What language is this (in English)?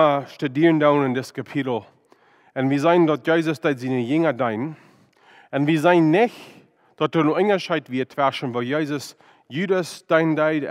Plautdietsch